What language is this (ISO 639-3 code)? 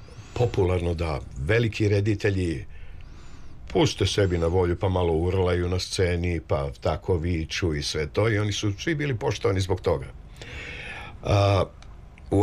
srp